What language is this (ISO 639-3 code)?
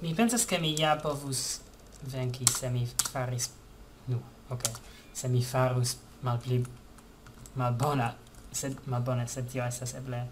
epo